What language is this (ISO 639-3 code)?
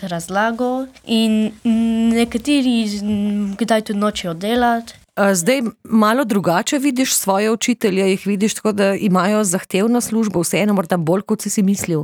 slv